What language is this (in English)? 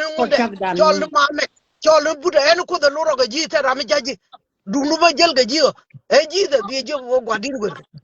Nuer